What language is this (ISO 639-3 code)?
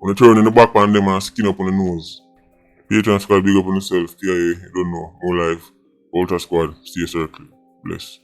jam